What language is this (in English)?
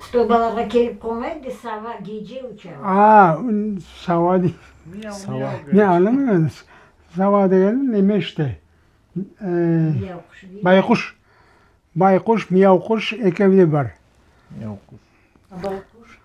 Crimean Tatar